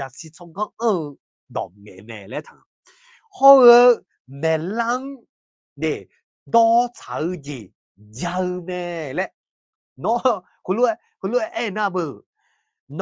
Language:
Akha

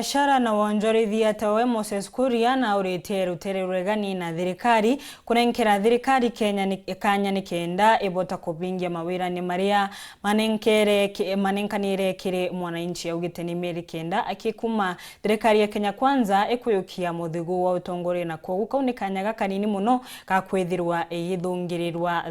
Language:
Meru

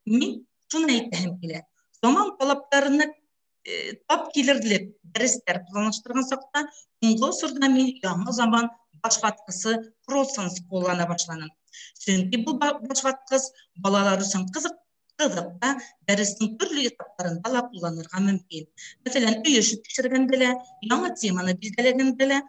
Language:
Bashkir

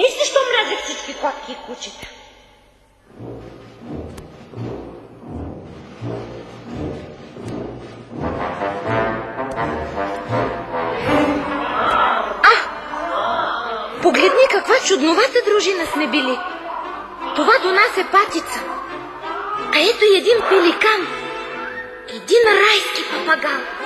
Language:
Bulgarian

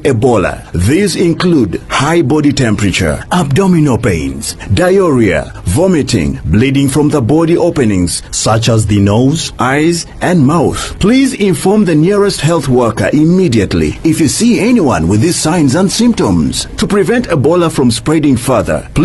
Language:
Acoli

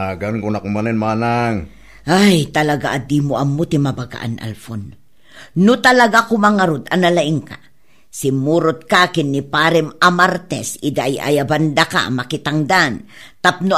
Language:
Iloko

